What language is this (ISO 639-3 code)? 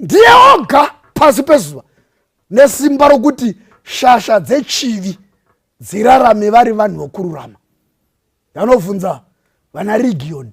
sna